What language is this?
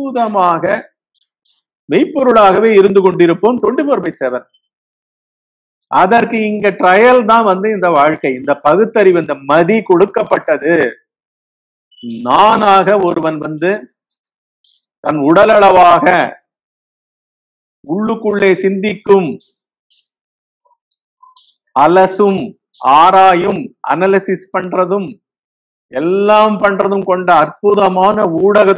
Tamil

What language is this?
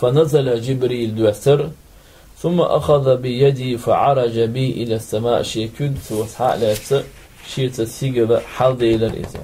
Chechen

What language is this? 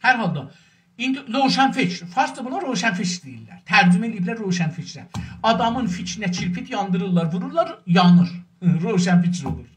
South Azerbaijani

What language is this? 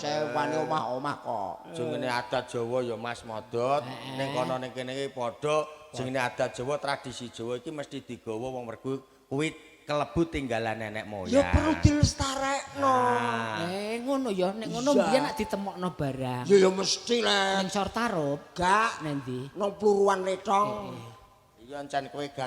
Javanese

